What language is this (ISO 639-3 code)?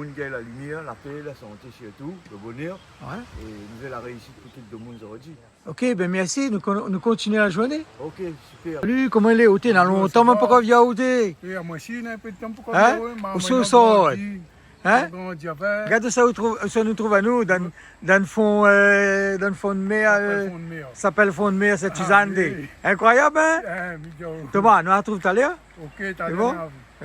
rcf